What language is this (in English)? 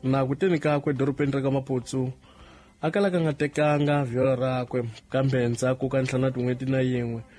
Tsonga